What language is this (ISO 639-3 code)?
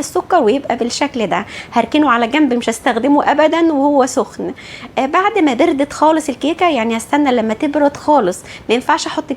arz